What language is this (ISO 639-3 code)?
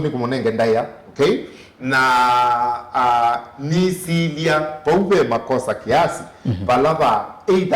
kam